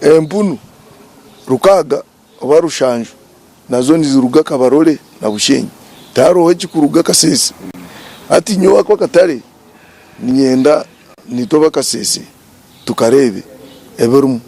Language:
Nyankole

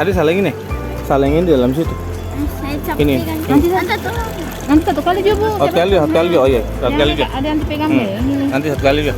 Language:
Ambonese Malay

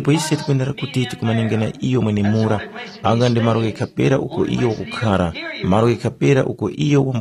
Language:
Tumbuka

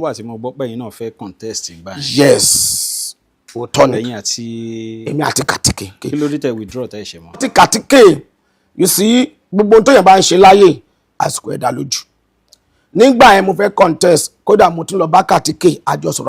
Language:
Yoruba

